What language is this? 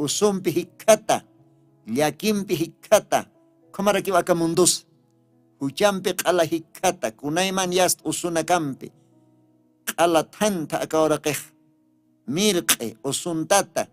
Aymara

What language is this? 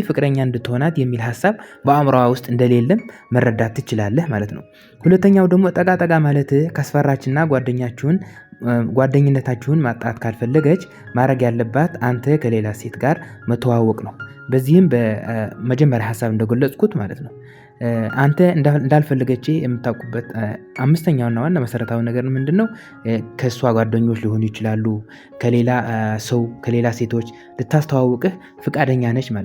Amharic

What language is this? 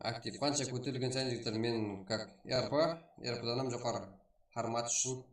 Kara-Kalpak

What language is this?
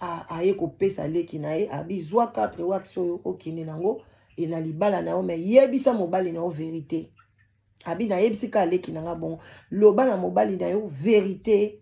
Lingala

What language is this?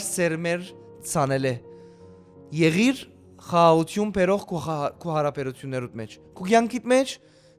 Western Armenian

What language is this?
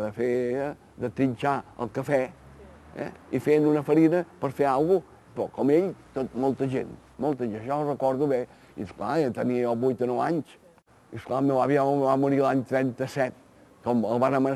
Catalan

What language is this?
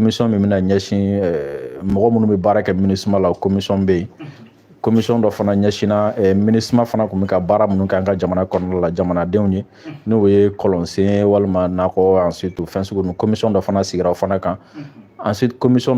Bambara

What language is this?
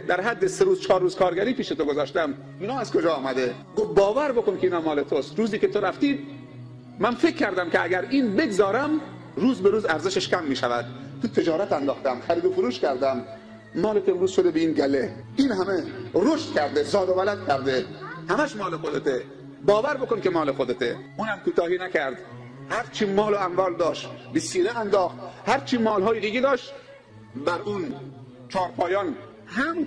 Tajik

